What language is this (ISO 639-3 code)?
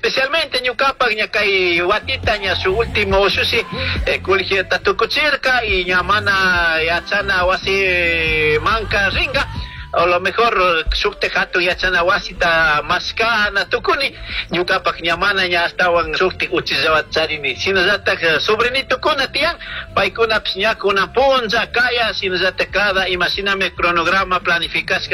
qug